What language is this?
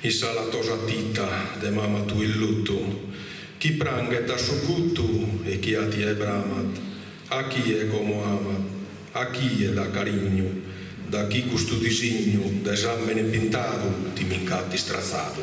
Sardinian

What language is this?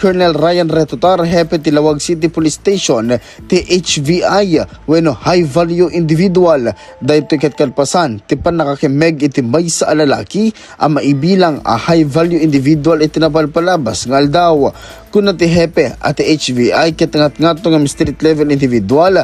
Iloko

